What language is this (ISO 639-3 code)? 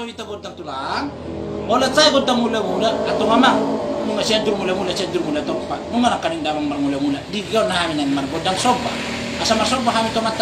bbc